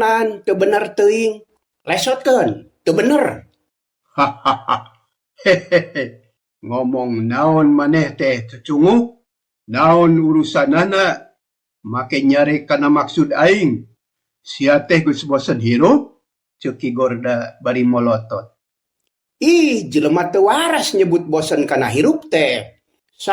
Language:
Sundanese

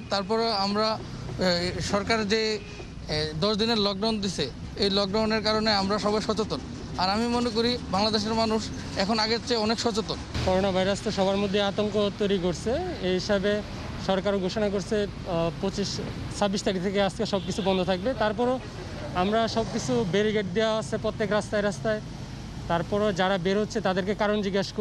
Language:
Bangla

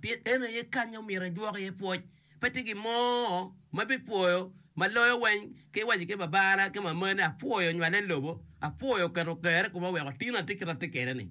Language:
Acoli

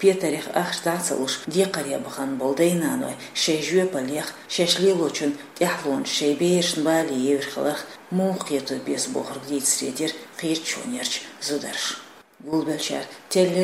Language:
Chechen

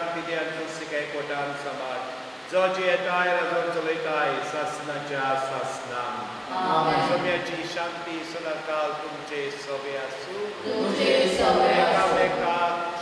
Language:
Konkani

